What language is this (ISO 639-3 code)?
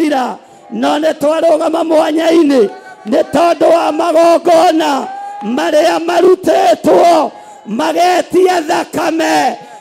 kik